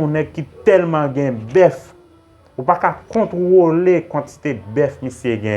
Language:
Haitian Creole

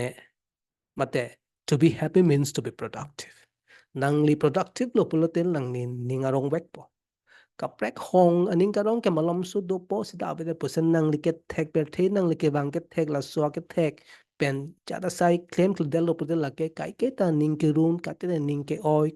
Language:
Karbi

